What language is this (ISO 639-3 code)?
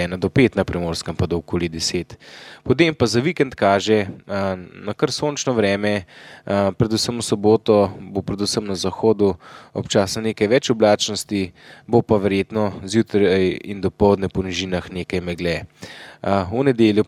slv